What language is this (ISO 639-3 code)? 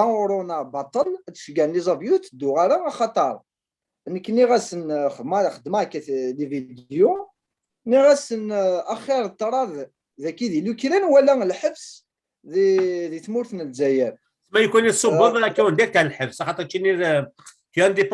kab